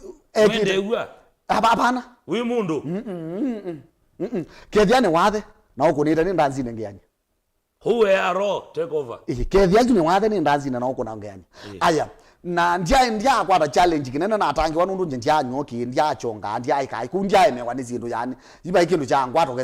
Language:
Kamba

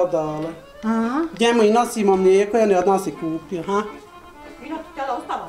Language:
Bosnian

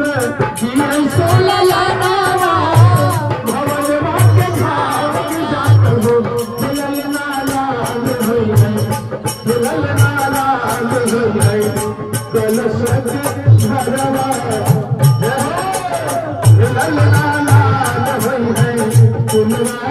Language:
Bhojpuri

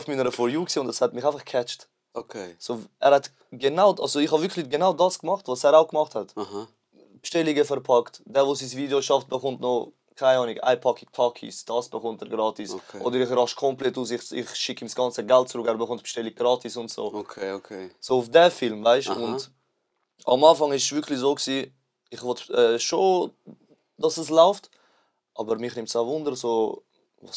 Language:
Swiss German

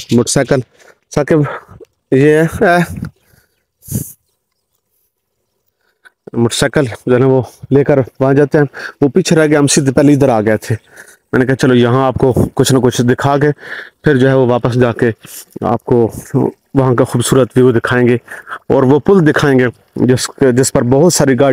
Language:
Urdu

